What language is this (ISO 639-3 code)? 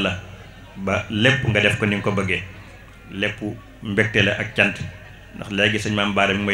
wol